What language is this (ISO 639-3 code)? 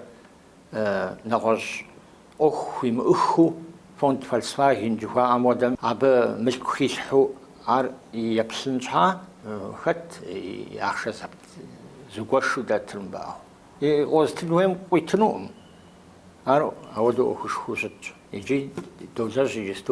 kbd